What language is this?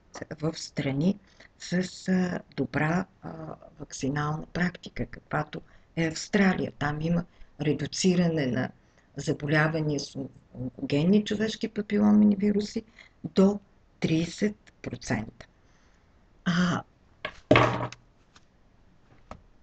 Bulgarian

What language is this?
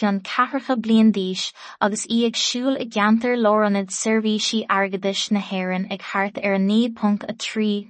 Irish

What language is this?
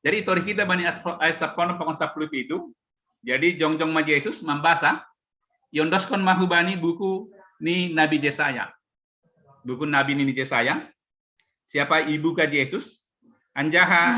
Batak Simalungun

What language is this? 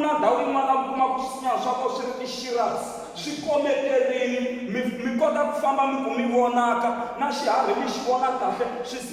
Tsonga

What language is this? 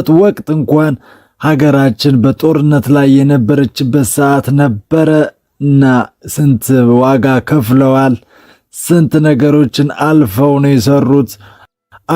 Amharic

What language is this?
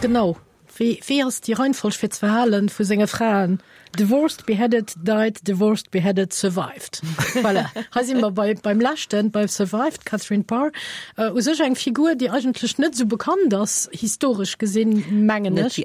Luxembourgish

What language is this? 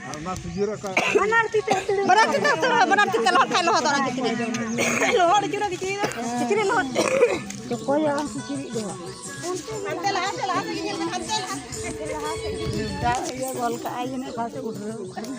Santali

